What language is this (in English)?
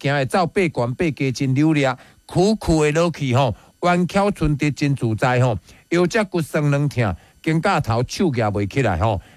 Min Nan Chinese